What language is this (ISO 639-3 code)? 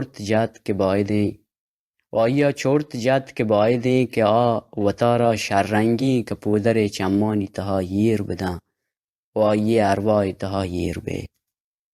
bal